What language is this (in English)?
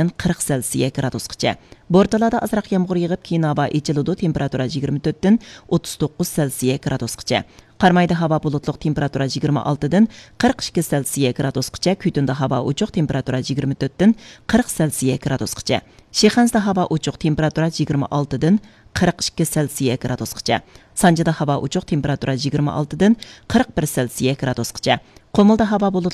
Uyghur